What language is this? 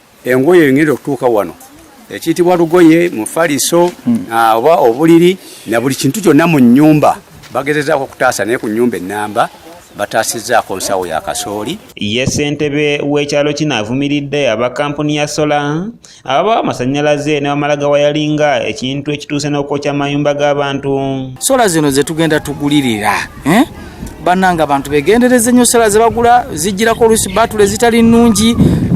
Ganda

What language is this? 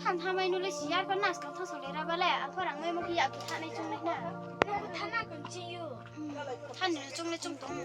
Riang (India)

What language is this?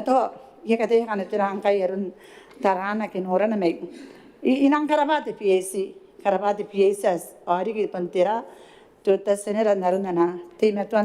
Gilbertese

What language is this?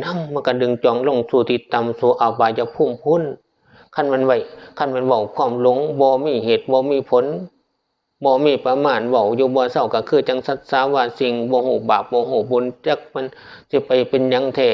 Northeastern Thai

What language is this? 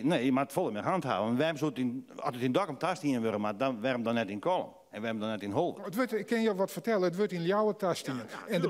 Western Frisian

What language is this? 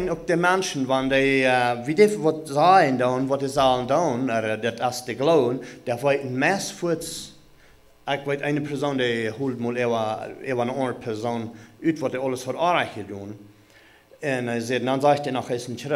Plautdietsch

